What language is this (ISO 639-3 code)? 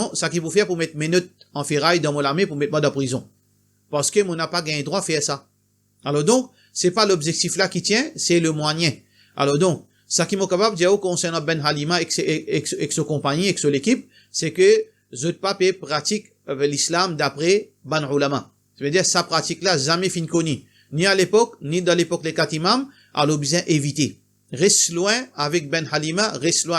mfe